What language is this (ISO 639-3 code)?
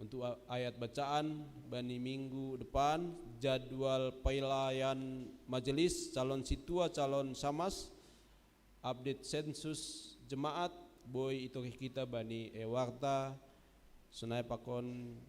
bts